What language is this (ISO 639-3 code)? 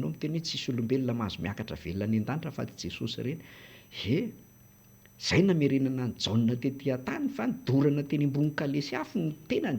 mlg